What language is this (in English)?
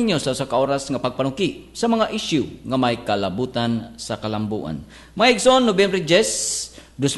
Cebuano